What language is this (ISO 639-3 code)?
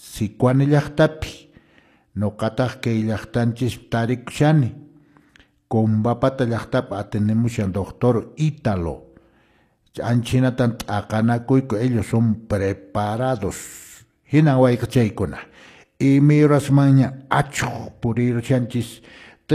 que